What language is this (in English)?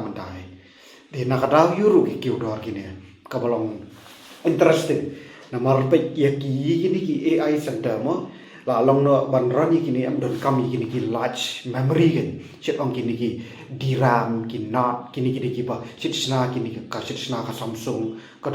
Khasi